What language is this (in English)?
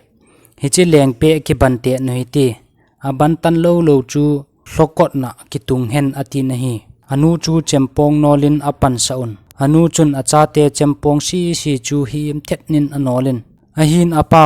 Thado Chin